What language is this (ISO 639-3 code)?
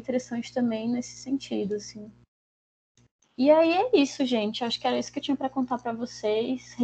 por